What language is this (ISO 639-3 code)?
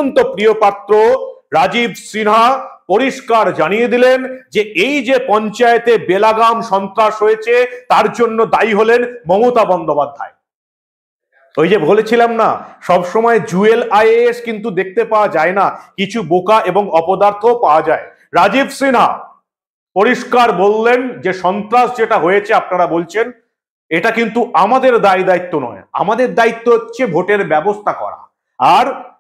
ben